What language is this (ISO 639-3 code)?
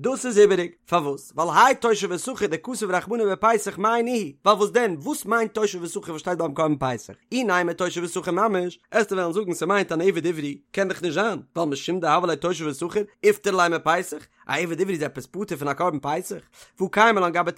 yid